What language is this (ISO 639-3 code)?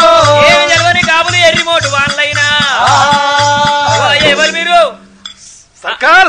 tel